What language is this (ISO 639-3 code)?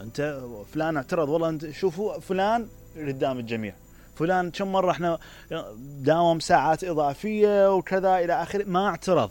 acm